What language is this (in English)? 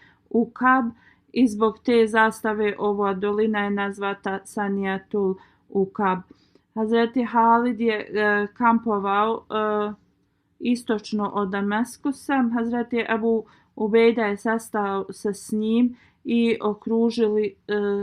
Bosnian